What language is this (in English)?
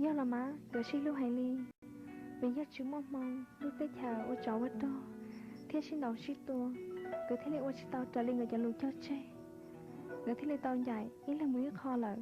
Hmong